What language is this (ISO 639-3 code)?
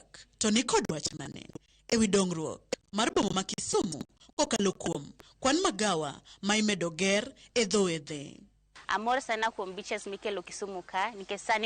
luo